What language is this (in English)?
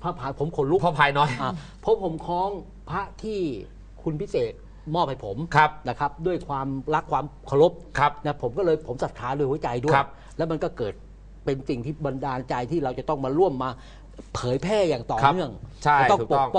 Thai